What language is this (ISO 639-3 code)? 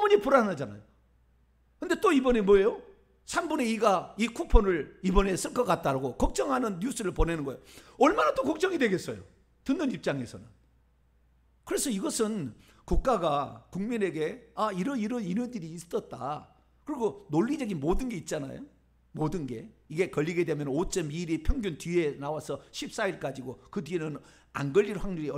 kor